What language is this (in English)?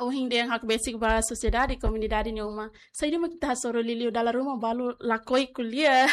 Tetum